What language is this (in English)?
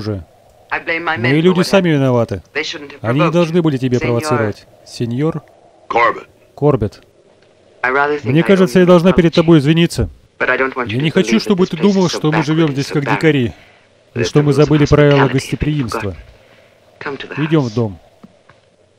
Russian